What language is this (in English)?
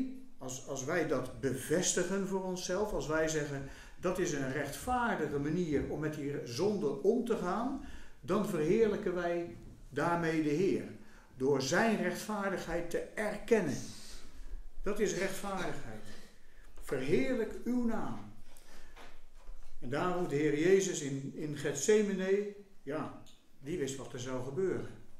Dutch